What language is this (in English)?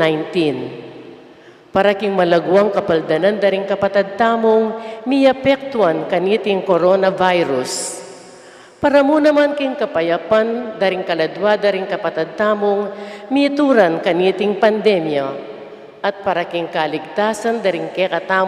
Pampanga